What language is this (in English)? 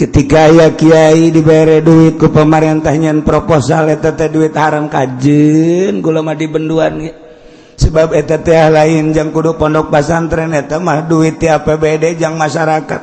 Sundanese